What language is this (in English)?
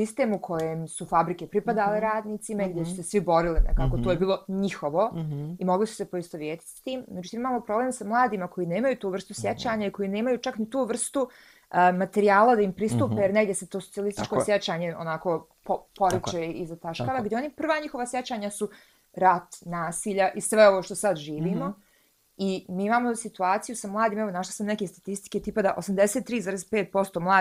Bosnian